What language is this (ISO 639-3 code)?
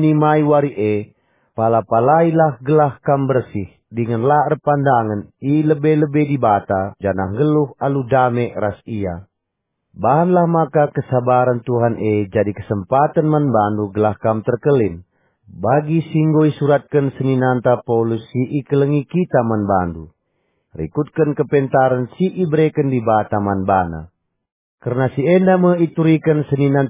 btx